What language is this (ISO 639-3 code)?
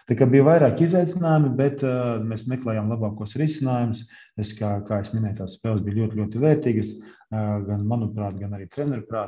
lav